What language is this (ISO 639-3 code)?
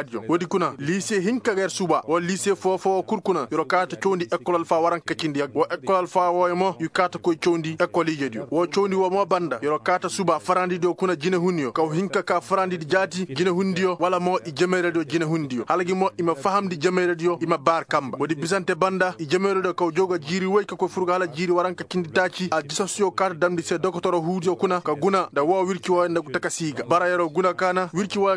ses